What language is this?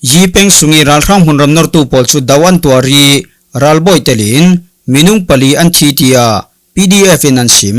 Falam Chin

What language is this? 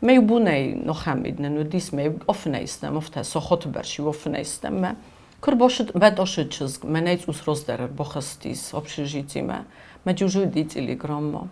Ossetic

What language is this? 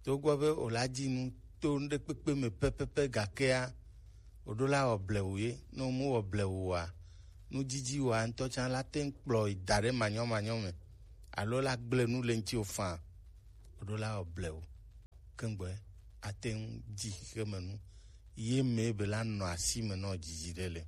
Gen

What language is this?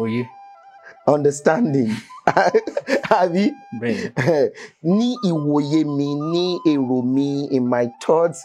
Yoruba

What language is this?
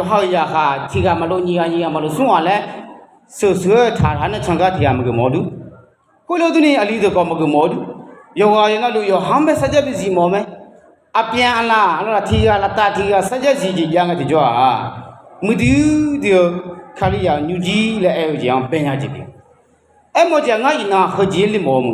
Akha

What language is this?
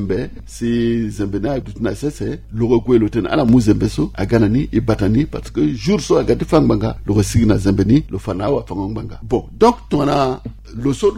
Sango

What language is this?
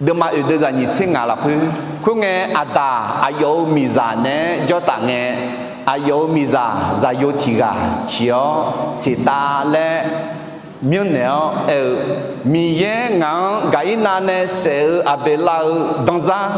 Akha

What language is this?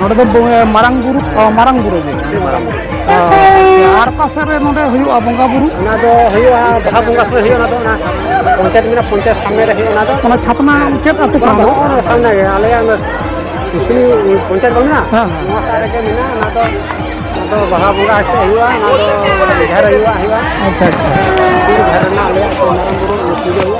Santali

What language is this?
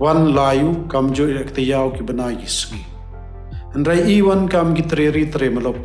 Khasi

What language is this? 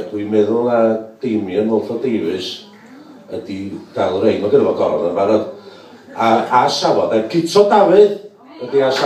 Welsh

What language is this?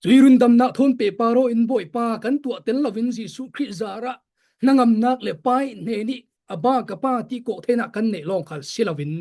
Falam Chin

